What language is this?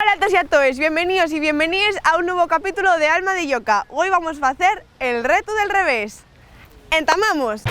Asturian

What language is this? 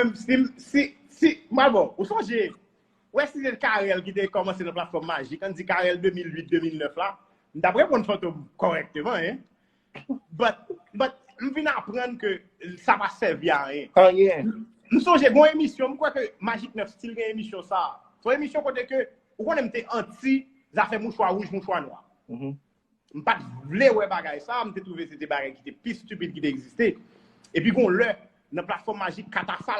Haitian Creole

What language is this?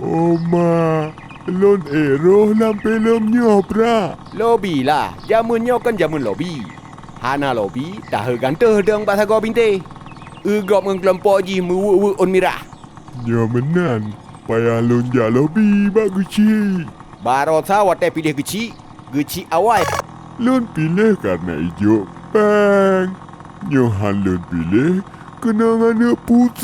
Achinese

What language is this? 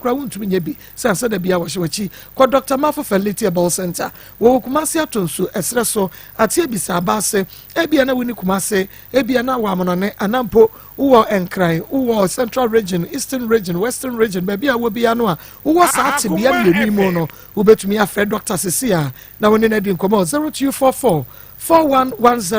Akan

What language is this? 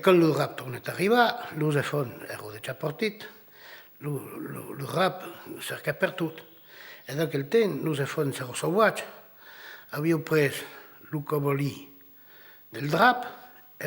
Occitan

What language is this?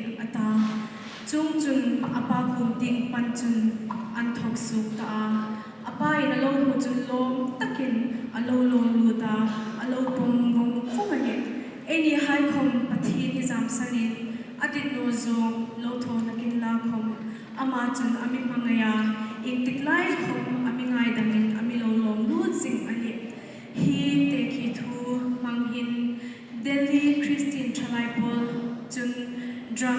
Hmar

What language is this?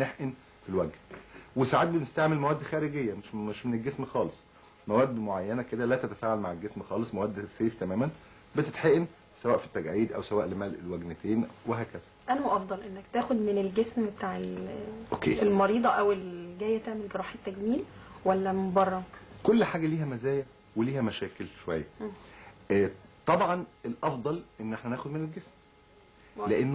Egyptian Arabic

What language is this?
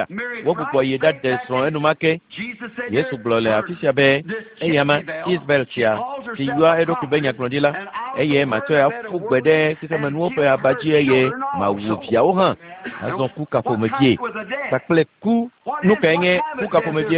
Ewe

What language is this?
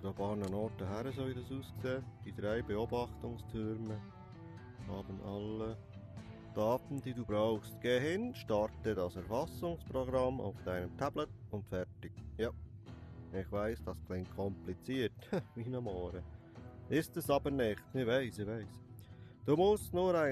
Swiss German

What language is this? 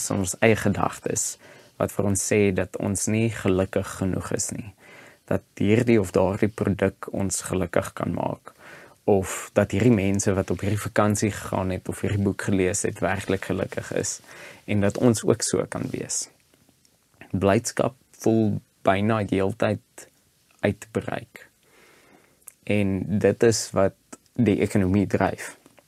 Afrikaans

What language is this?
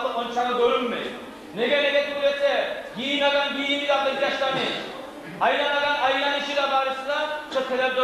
Kumyk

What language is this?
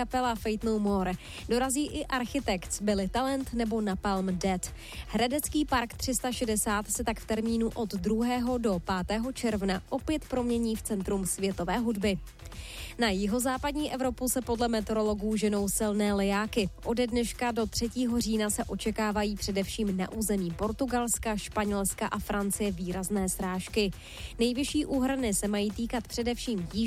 Czech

